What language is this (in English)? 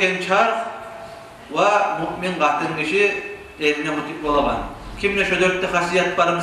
Kumyk